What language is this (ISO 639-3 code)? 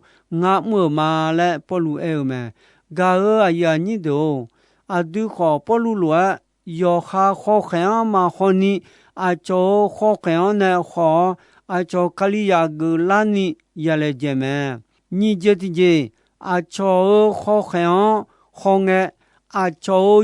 ahk